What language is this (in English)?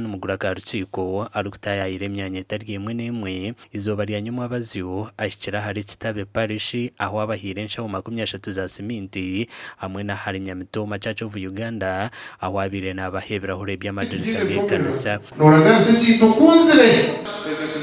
Nyankole